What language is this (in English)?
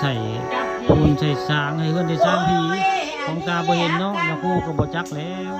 Northeastern Thai